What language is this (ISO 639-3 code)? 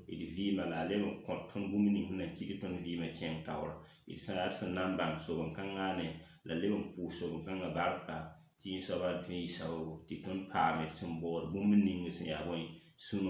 mos